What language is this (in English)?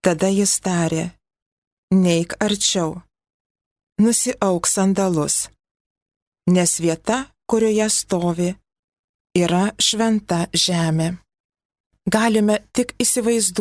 Lithuanian